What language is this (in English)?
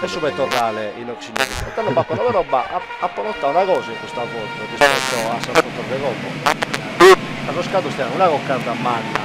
Sardinian